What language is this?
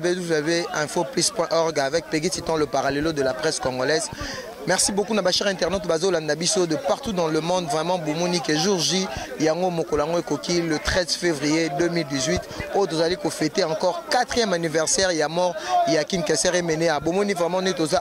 Lingala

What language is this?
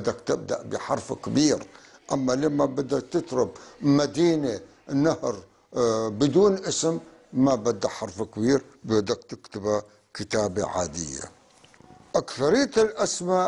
North Levantine Arabic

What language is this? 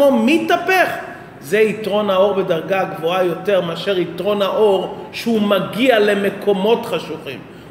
Hebrew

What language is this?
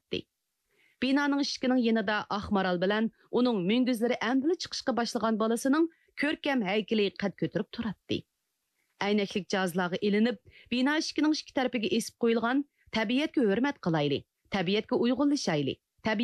Uyghur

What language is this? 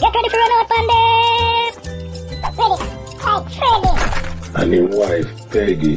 Jamaican Creole English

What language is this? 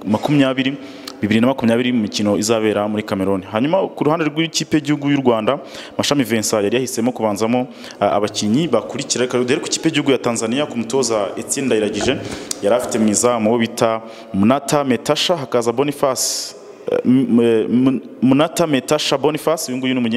Kinyarwanda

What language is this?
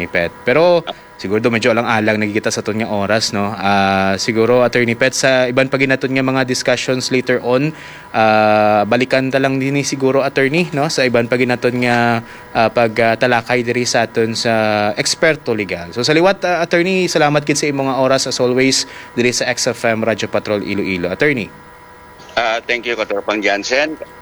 Hiligaynon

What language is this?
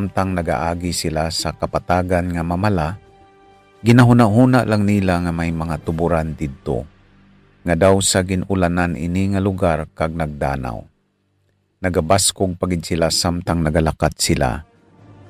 Hiligaynon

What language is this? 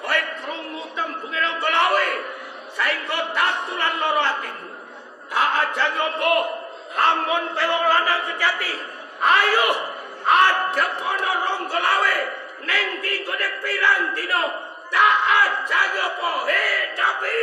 Javanese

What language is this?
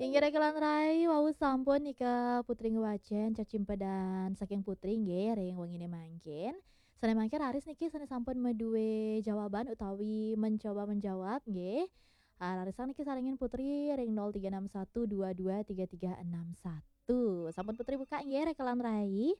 Balinese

